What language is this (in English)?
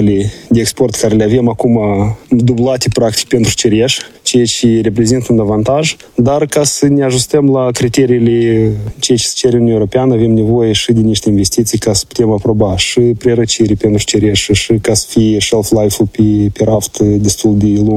Romanian